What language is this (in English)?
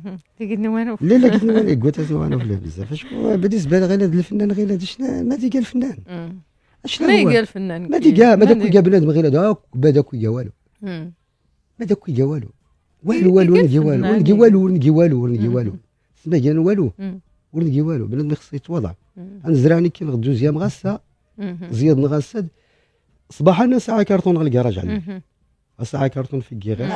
Moroccan Arabic